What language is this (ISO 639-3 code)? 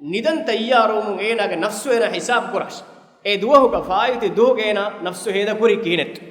div